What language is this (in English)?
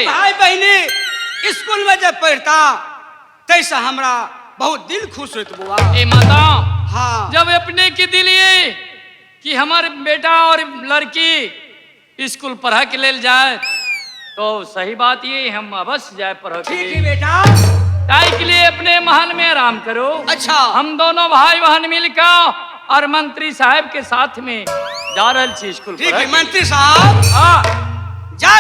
Maithili